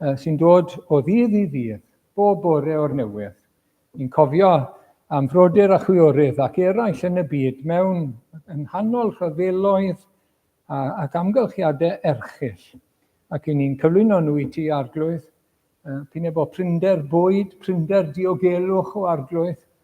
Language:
Welsh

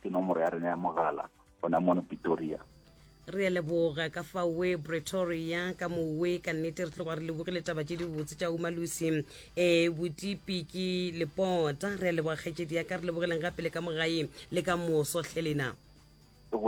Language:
Northern Sotho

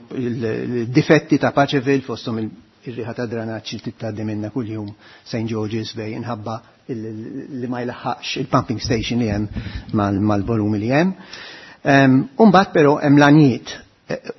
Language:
Maltese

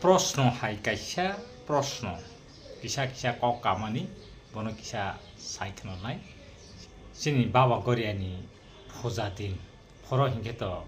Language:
Kok Borok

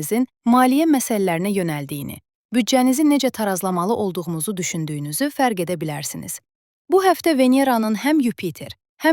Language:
Azerbaijani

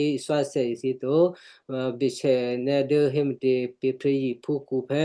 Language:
Western Kayah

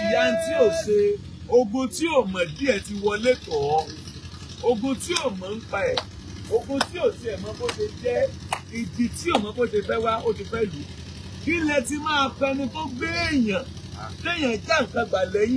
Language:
Yoruba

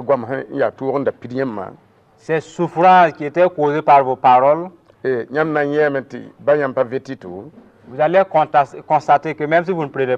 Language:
Mossi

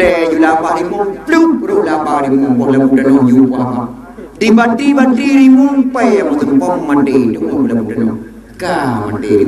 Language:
Achinese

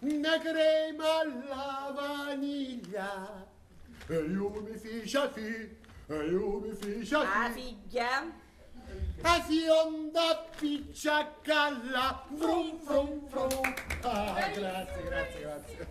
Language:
Sicilian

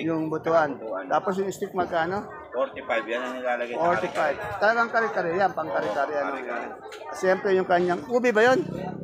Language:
Filipino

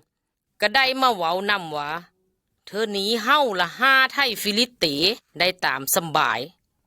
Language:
Lao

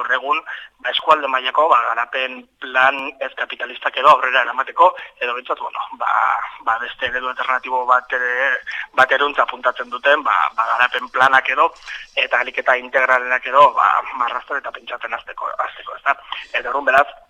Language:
Basque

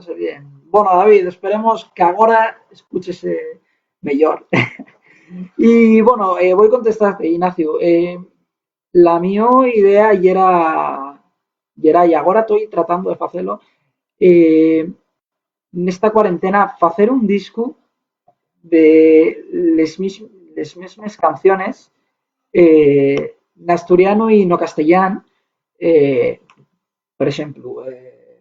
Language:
Asturian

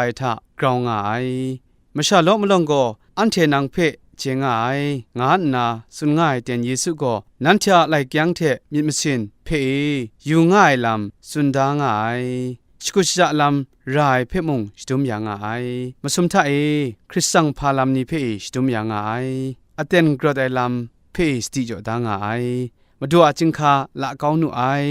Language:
Kachin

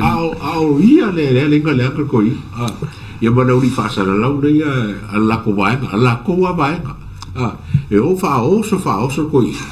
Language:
Samoan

